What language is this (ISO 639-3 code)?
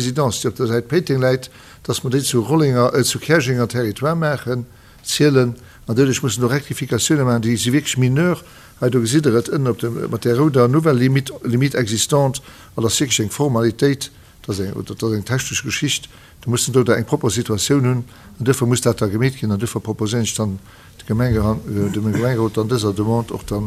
ltz